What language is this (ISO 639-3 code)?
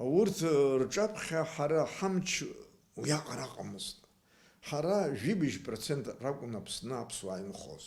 abk